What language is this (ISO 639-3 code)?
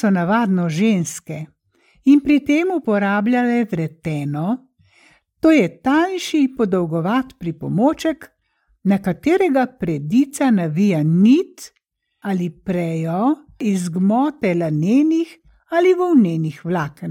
slv